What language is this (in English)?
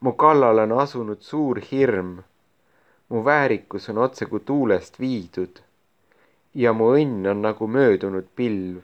Estonian